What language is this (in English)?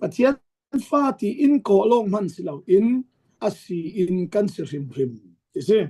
Falam Chin